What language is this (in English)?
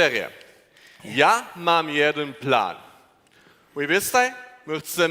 Upper Sorbian